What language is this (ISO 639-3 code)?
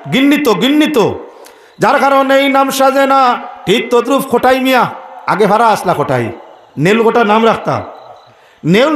syl